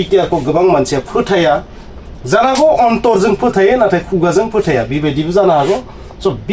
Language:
Bodo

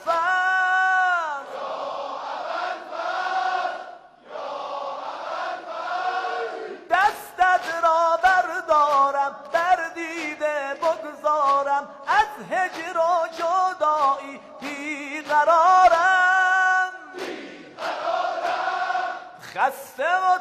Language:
Persian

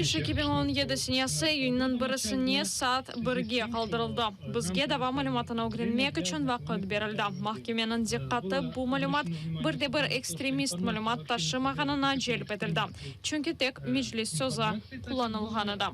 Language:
Crimean Tatar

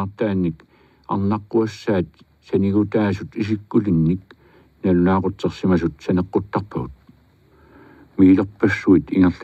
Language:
Kalaallisut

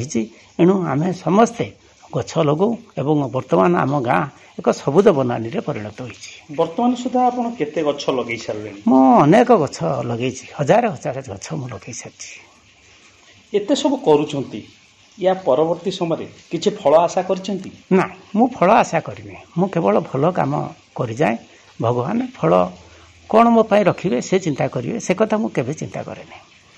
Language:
Odia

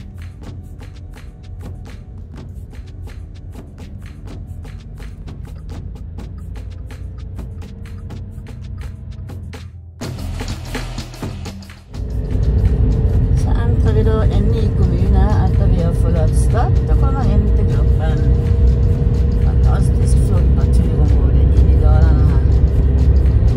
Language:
Norwegian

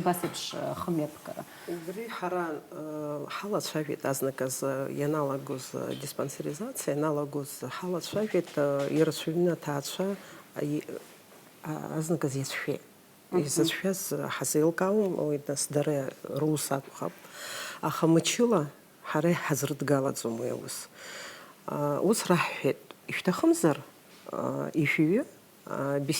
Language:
Abkhazian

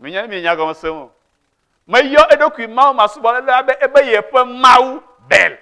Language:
Ewe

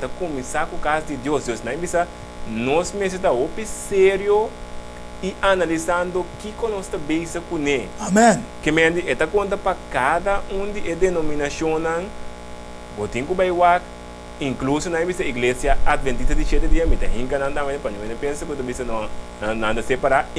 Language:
Papiamento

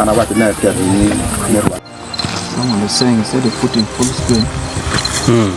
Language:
Acoli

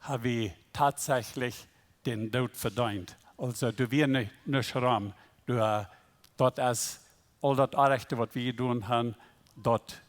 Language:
Plautdietsch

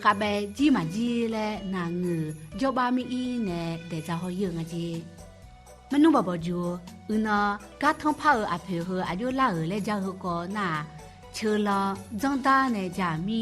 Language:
Akha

